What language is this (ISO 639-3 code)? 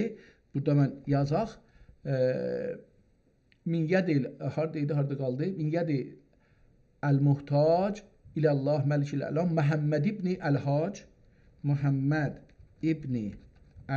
azb